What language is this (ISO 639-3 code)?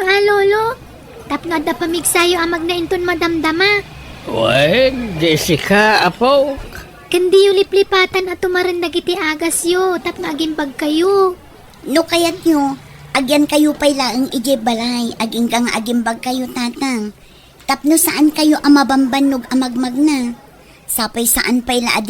ilo